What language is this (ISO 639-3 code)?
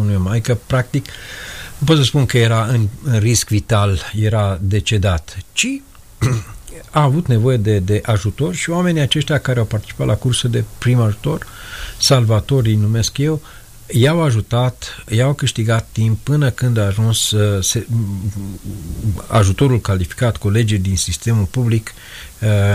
ron